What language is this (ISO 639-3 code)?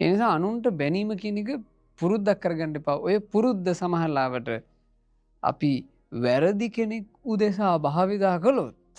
sin